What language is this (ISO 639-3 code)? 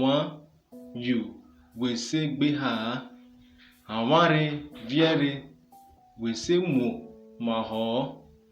urh